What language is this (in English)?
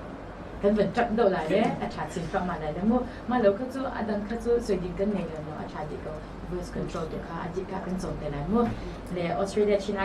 Hakha Chin